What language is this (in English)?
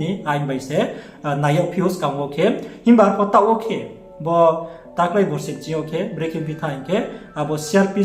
Riang (India)